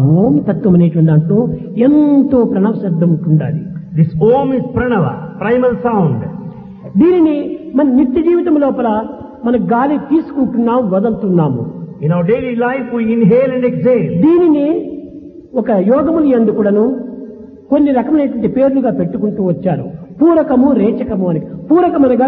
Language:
Telugu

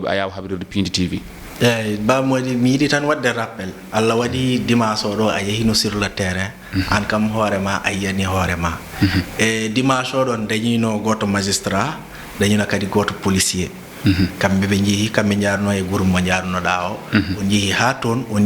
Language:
Fula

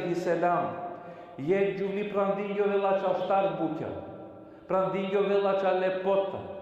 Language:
Balkan Romani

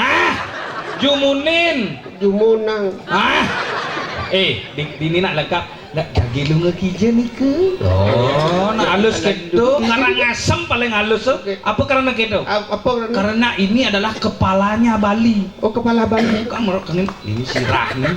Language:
Balinese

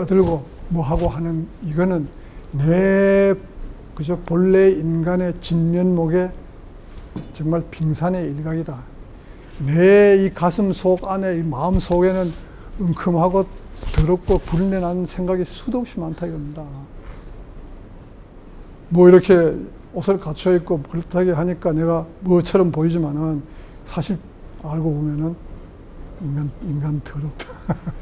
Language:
Korean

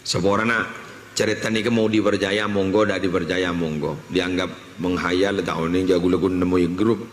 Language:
Madurese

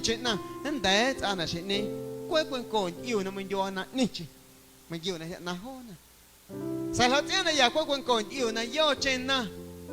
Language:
Guerrero Amuzgo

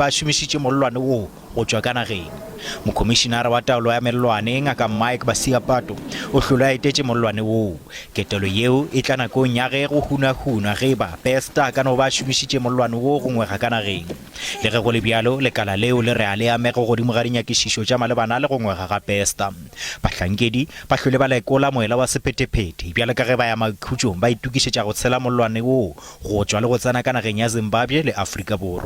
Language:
Northern Sotho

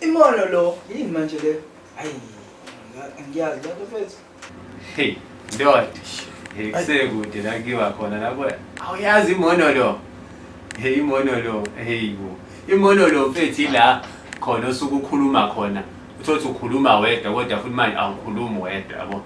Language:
Zulu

